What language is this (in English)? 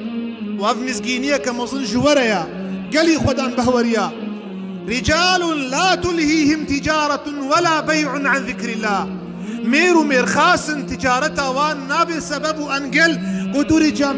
Kurdish